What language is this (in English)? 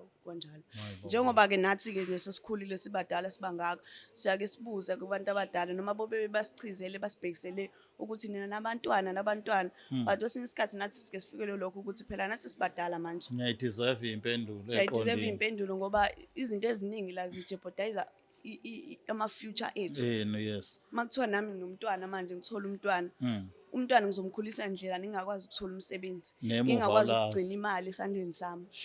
Zulu